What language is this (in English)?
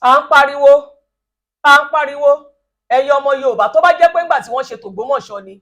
Yoruba